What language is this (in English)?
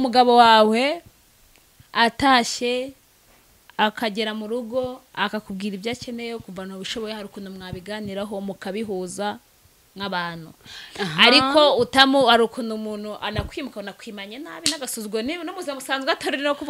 Kinyarwanda